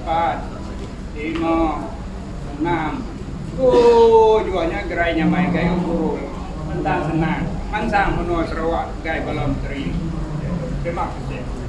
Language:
Iban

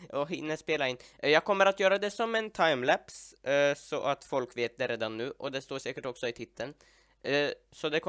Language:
Swedish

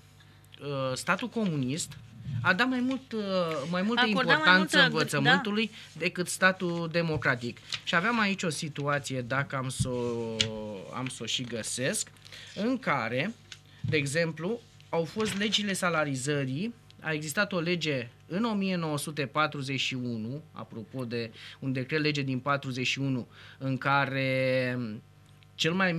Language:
Romanian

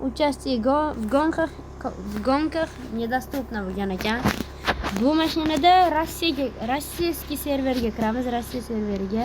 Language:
Uzbek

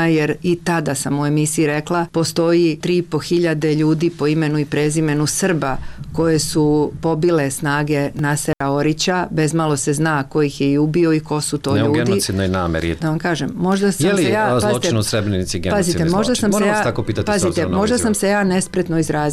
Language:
Serbian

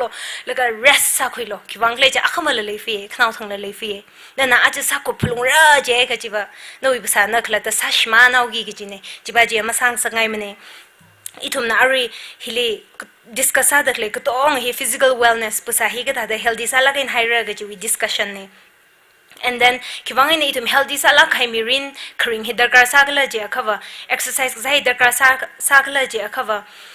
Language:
Tangkhul Naga (India)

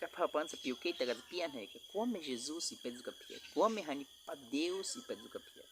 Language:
Baniwa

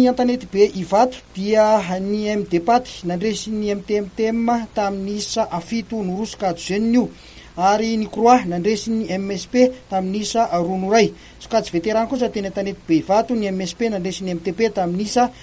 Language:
Malagasy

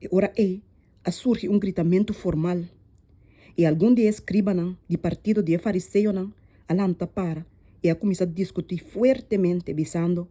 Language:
Papiamento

